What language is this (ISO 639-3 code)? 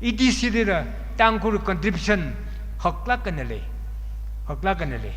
nmf